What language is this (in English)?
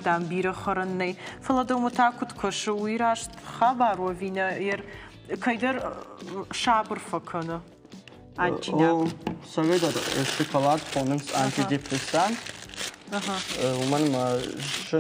Ossetic